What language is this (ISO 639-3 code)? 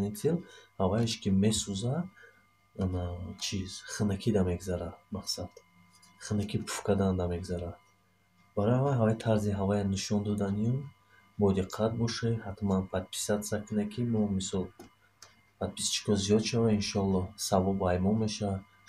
tgk